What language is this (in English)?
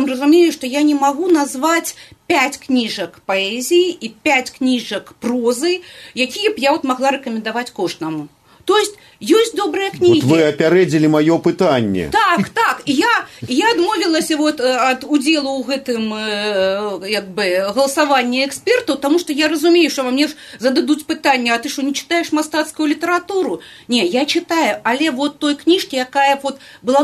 Belarusian